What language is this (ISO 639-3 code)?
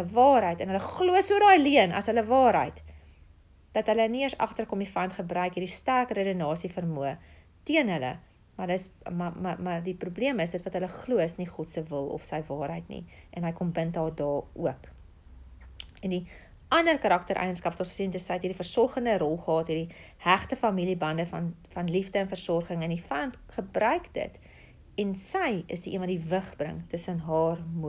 afr